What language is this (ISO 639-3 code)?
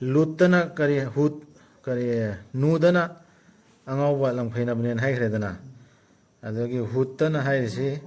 mni